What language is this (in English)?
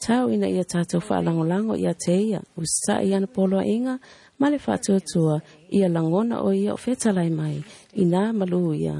Samoan